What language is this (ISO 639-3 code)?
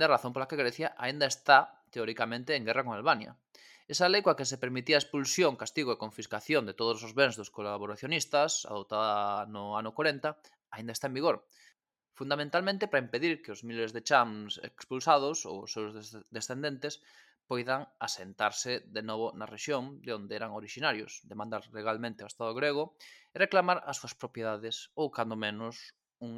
glg